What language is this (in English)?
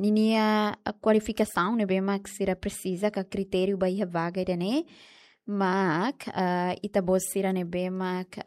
Tetum